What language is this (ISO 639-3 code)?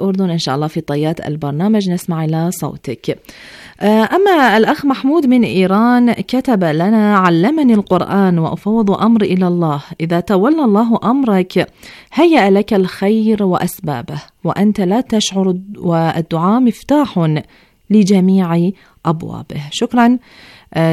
ara